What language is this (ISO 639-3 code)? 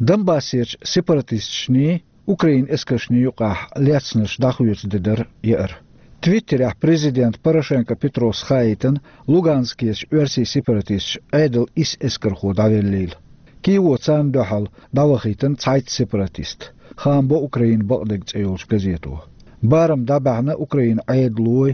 che